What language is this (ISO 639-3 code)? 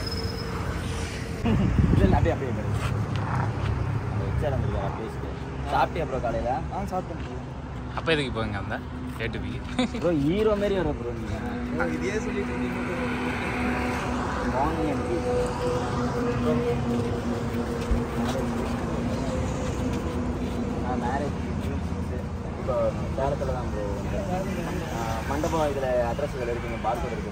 tam